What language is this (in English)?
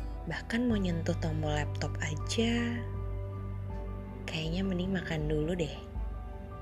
Indonesian